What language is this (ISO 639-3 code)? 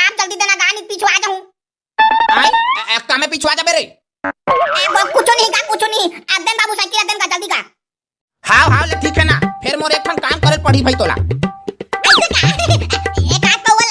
hne